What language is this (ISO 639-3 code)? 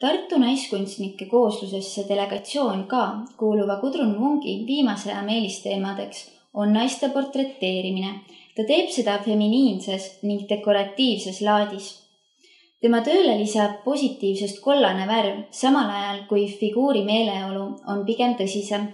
est